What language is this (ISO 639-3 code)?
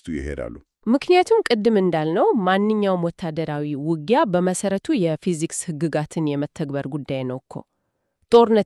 amh